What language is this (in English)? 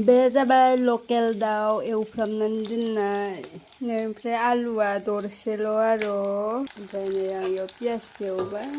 Bodo